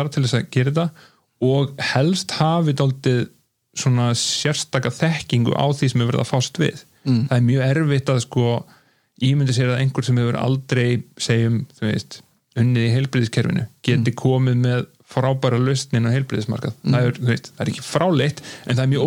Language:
Icelandic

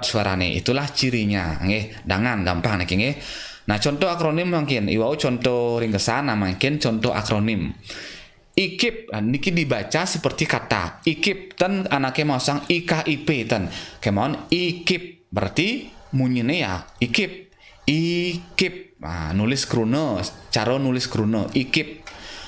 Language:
Balinese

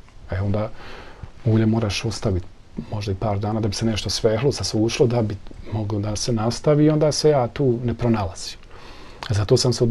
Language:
Bosnian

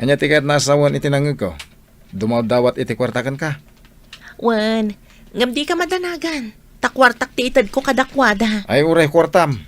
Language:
Iloko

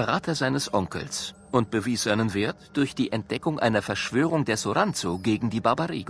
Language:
Bavarian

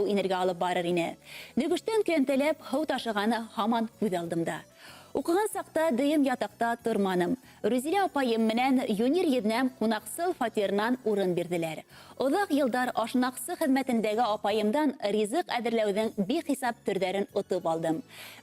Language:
Bashkir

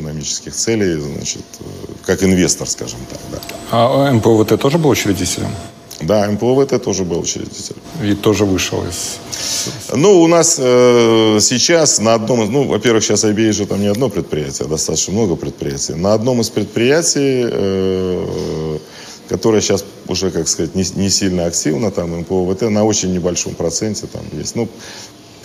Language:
Russian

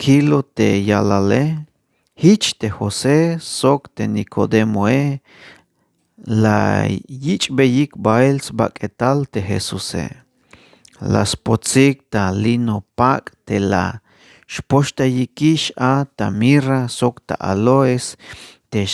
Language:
Tzeltal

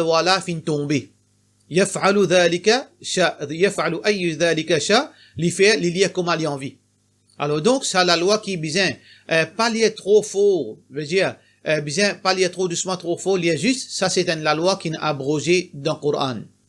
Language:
Morisyen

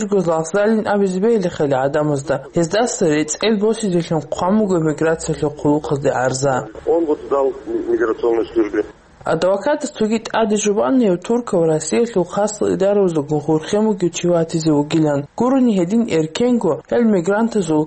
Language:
Avaric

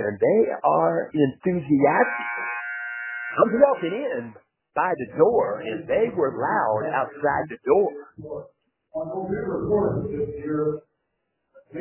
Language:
English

